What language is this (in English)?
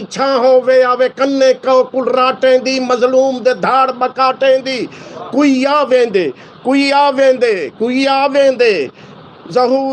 Saraiki